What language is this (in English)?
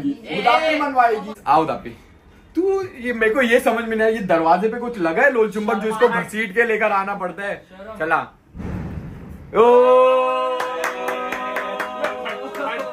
Hindi